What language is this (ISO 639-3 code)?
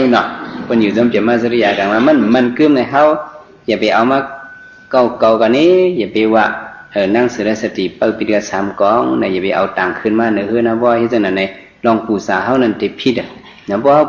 shn